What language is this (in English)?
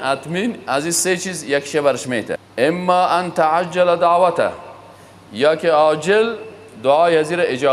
Persian